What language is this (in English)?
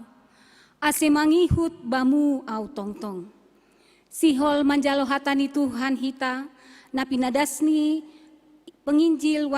Batak Simalungun